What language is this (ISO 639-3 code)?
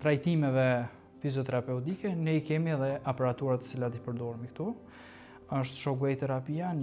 sqi